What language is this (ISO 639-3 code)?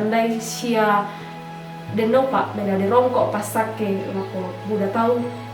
sda